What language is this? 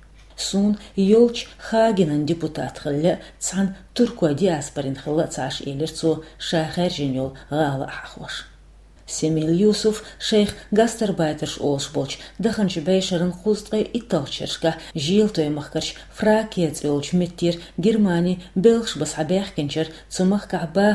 Chechen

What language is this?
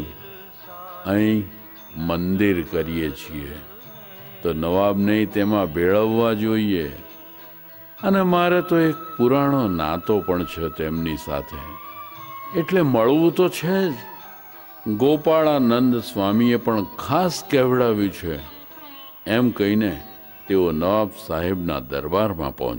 Gujarati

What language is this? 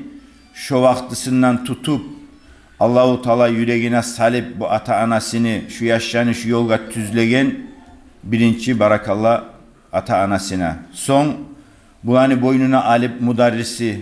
Kumyk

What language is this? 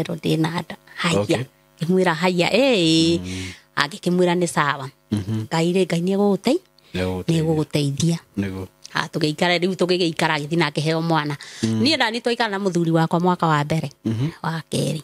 Kikuyu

